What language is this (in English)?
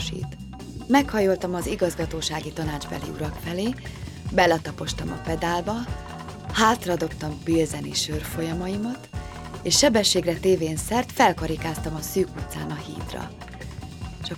Hungarian